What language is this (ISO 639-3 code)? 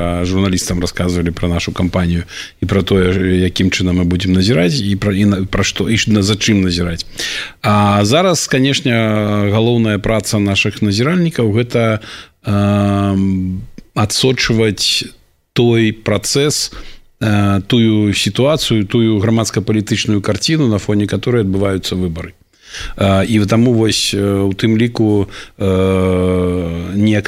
bel